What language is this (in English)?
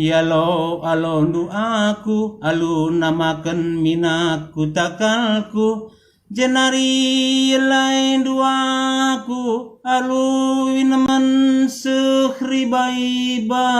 Batak Karo